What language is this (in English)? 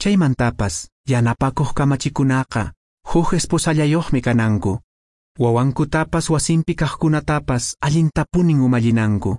Quechua